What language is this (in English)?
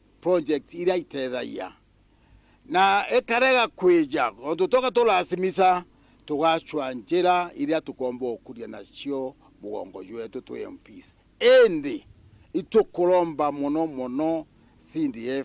Meru